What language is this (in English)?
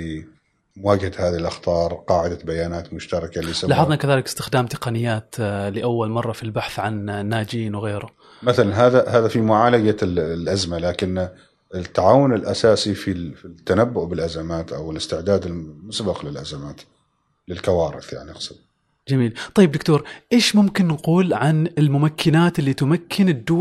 Gulf Arabic